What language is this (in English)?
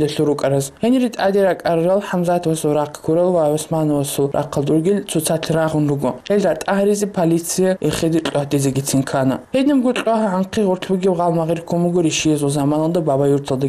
Avaric